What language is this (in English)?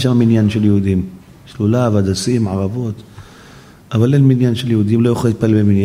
Hebrew